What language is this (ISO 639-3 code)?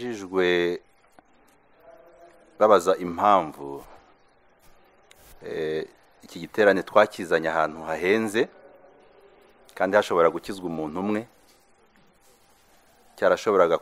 kin